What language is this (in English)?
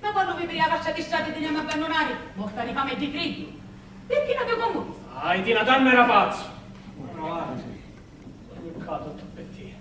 Sicilian